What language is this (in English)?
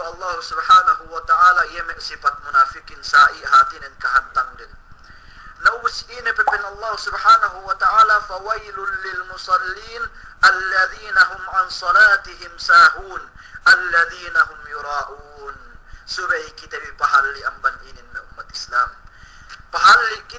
Yakan